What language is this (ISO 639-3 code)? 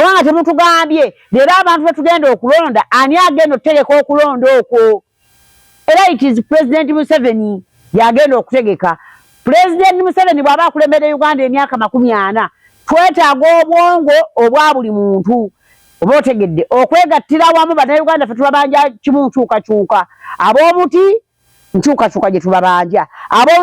lug